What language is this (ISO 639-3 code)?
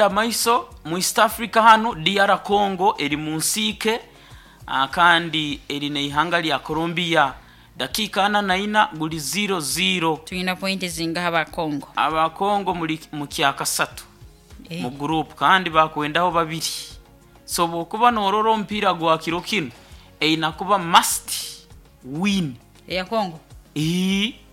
nyo